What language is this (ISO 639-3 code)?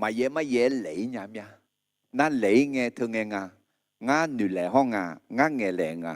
ahk